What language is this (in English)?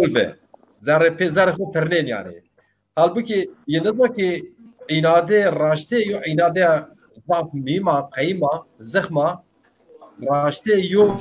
Zaza